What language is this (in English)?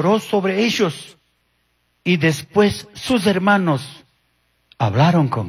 Chimborazo Highland Quichua